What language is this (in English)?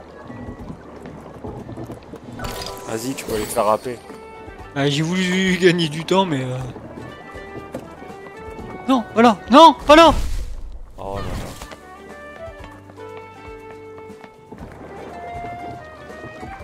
French